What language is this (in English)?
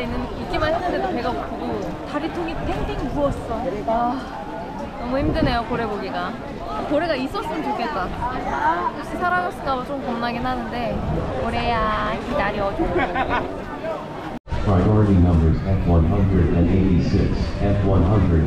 Korean